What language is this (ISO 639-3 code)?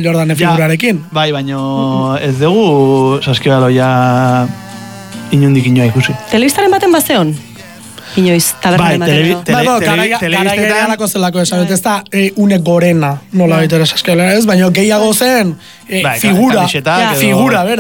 eus